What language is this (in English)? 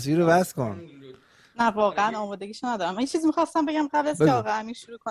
Persian